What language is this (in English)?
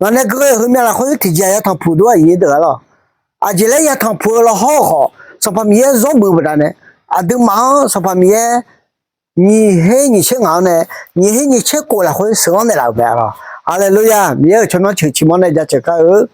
Akha